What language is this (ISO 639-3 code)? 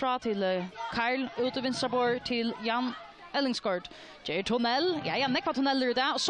fao